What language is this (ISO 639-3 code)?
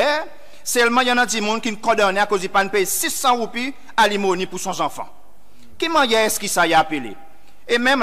crs